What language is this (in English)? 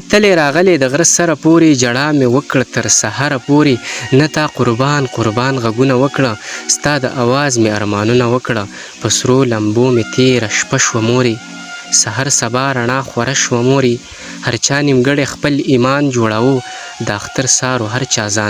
Pashto